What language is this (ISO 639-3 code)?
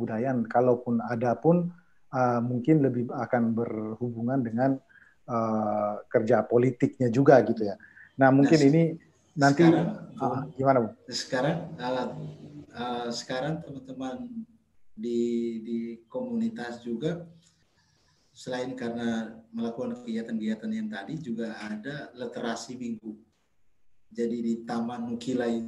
ind